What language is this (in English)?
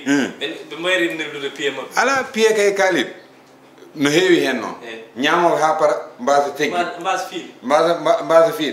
Fula